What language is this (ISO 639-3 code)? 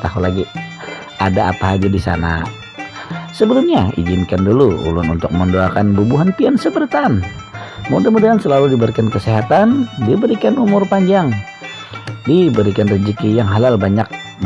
bjn